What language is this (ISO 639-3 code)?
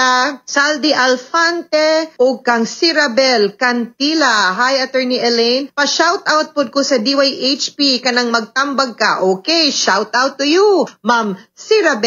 ceb